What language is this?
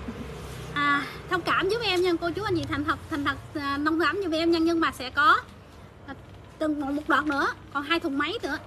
Vietnamese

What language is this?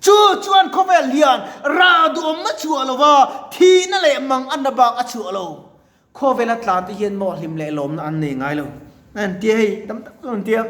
Mizo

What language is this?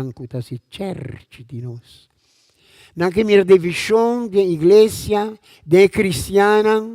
Papiamento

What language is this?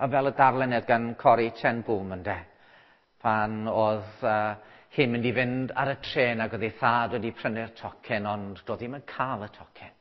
Welsh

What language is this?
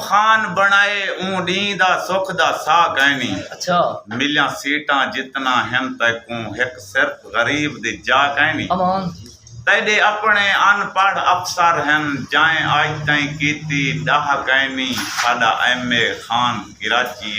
Saraiki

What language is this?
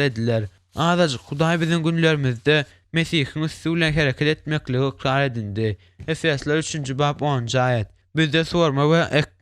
Turkmen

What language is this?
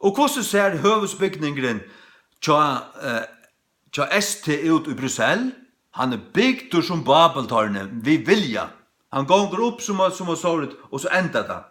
Faroese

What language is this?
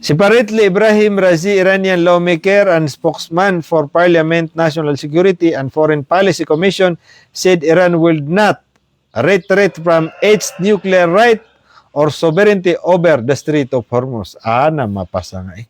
Maranao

